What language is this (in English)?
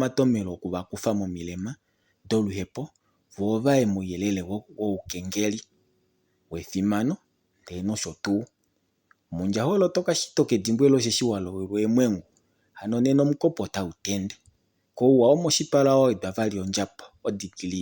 Kuanyama